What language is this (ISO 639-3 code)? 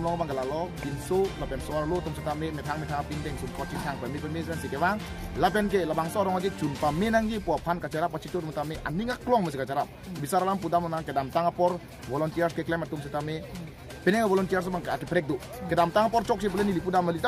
mjw